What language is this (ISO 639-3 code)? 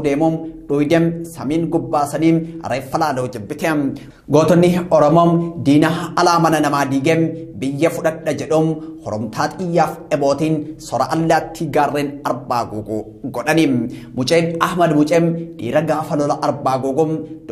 orm